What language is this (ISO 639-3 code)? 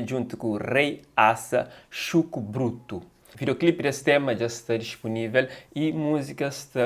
kea